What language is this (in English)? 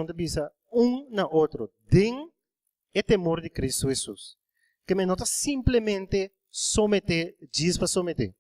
Papiamento